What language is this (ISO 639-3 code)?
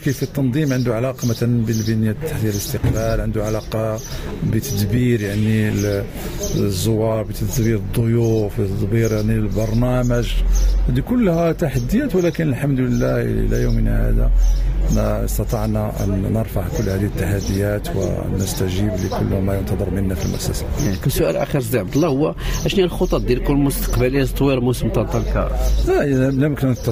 ary